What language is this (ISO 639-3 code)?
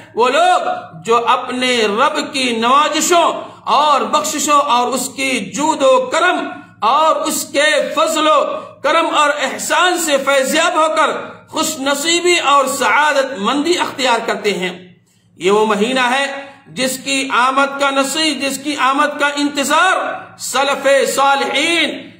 urd